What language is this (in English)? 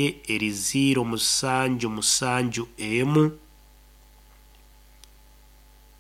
Nyoro